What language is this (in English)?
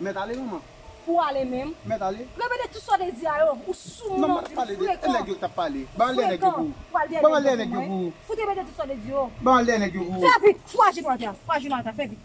Haitian Creole